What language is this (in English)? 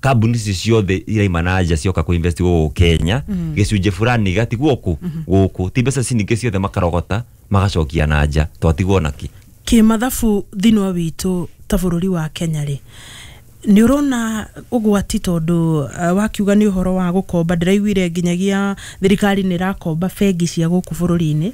Kikuyu